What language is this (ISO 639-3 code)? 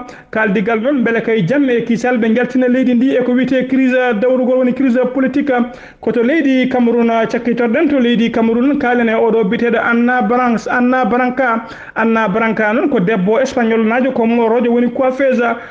ful